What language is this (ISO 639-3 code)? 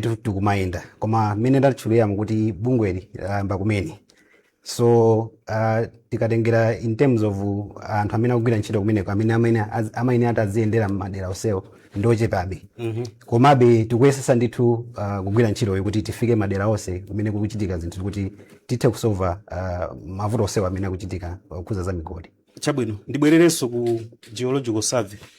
nya